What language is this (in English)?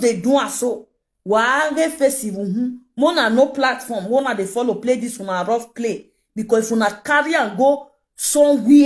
Nigerian Pidgin